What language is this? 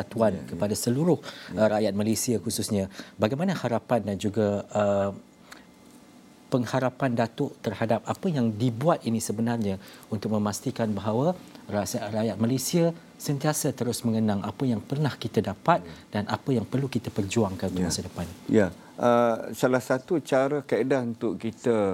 Malay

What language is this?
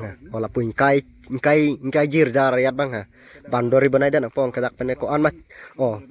Karbi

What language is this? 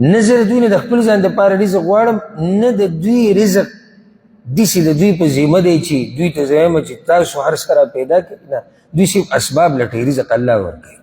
Pashto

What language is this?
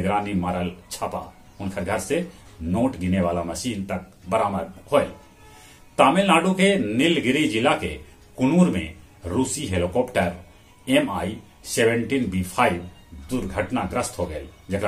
Magahi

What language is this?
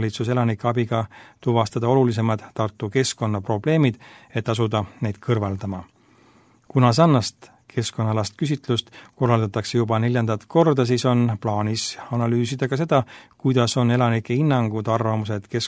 Estonian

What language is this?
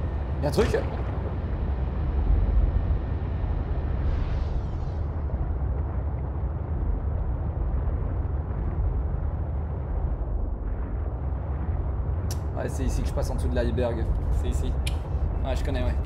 French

